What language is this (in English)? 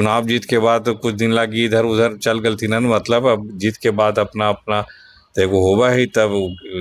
Magahi